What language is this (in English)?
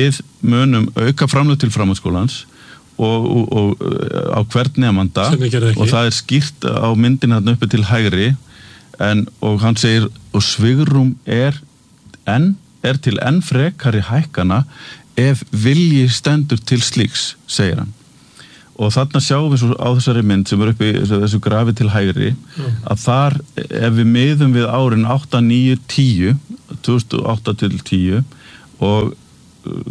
Icelandic